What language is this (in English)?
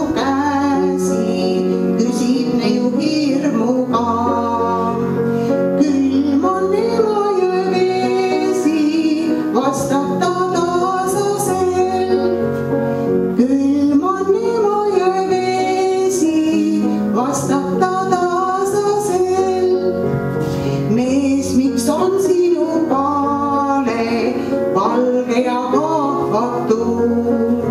Estonian